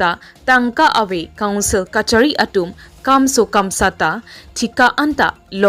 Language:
Karbi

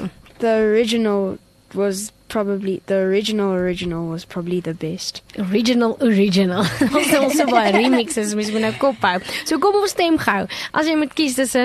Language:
Afrikaans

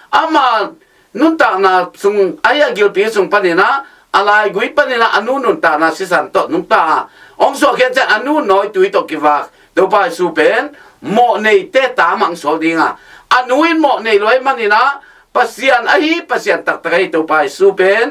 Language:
Tedim Chin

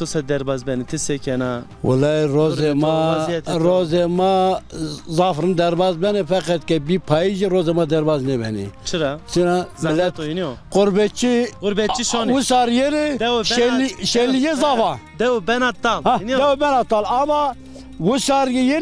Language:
Zaza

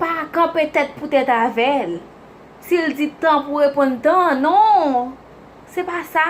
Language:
Haitian Creole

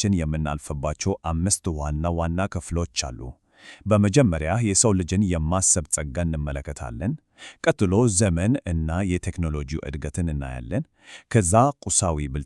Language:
Amharic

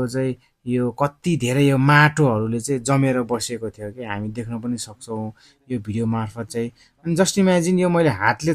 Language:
Nepali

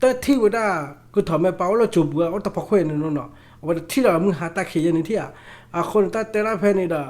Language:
S'gaw Karen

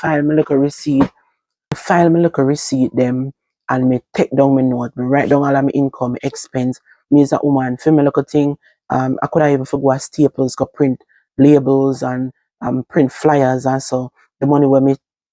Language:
Jamaican Creole English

